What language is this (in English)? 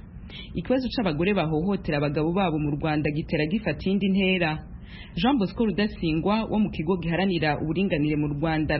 Kinyarwanda